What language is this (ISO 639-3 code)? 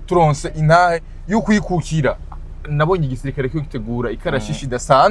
run